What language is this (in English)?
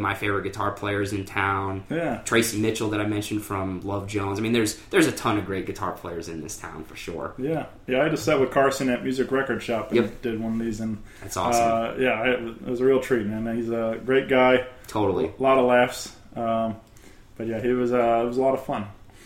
English